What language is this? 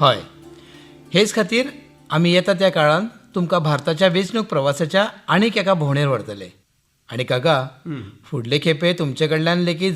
Konkani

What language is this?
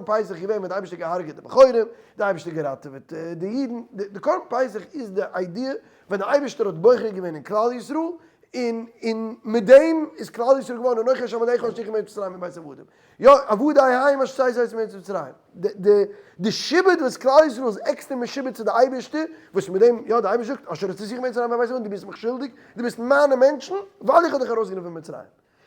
Yiddish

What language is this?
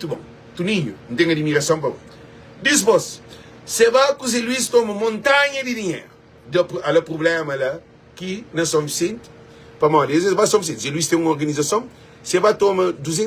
Kabuverdianu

